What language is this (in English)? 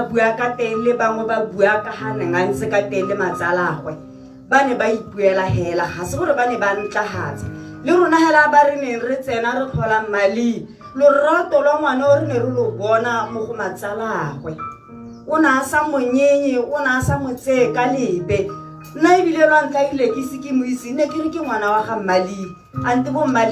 Tswana